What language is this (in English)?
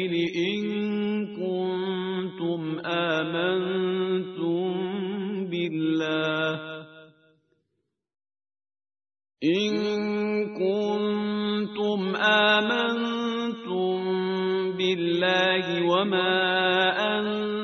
Arabic